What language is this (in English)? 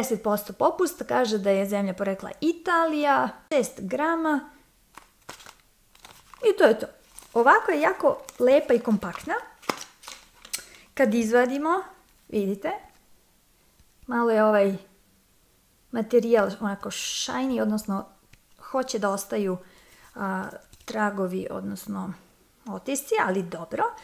Serbian